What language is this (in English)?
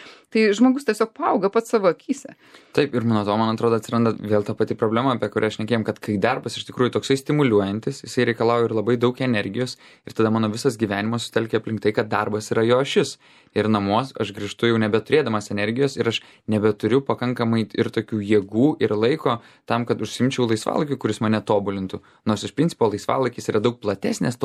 Lithuanian